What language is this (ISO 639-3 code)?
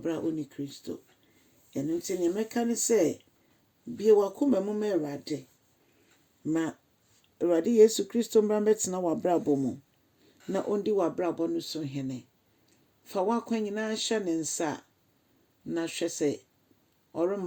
aka